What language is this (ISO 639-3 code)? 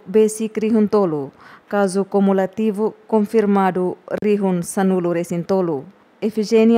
tet